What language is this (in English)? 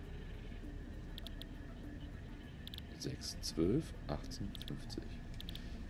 German